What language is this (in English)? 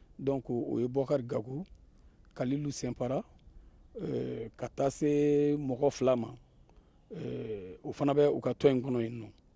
Bambara